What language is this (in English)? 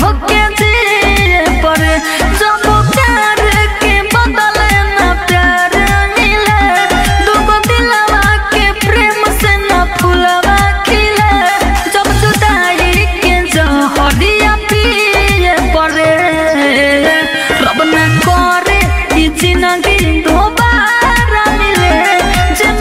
Bhojpuri